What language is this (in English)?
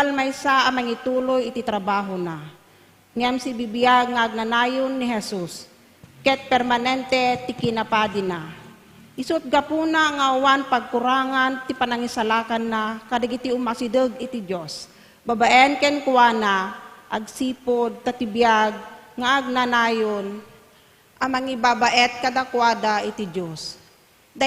Iloko